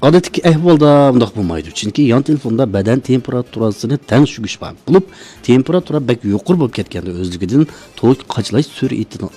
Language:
Uyghur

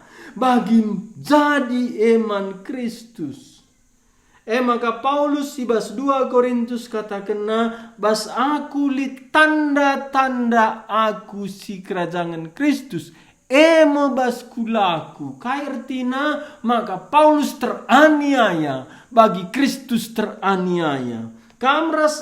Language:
Batak Karo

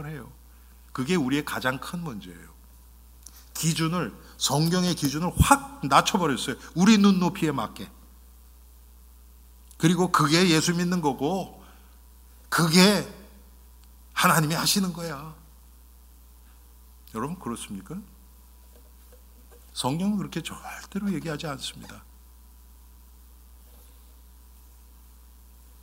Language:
Korean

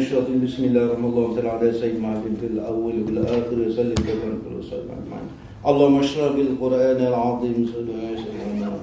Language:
Malay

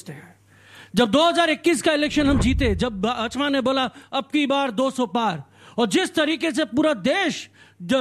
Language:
Hindi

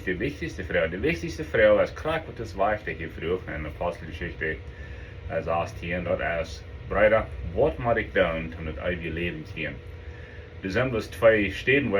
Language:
Plautdietsch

